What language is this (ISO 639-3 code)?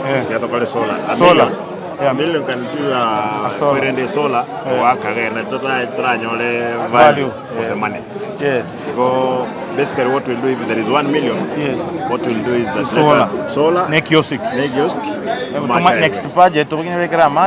guz